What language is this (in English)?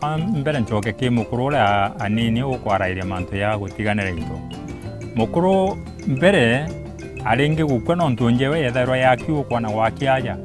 Meru